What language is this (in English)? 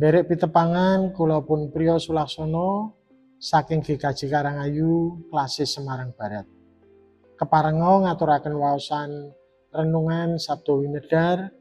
Javanese